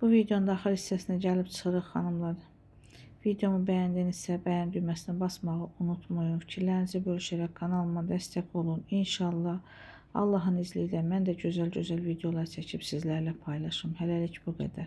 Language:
Azerbaijani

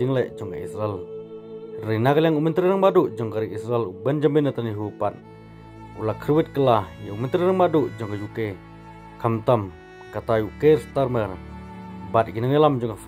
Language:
Khasi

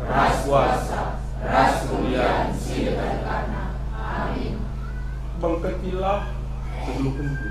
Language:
Batak Karo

